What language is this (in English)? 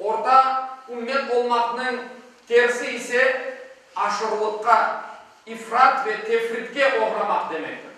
Crimean Tatar